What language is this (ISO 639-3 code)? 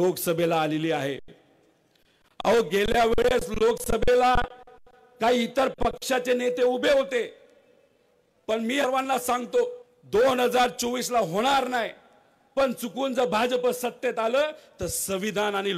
mar